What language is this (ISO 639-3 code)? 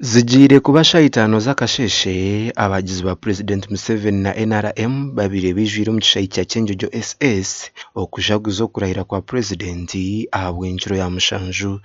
nyn